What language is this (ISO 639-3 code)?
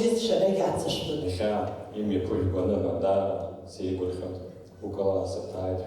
abk